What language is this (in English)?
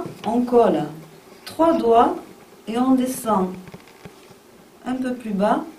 French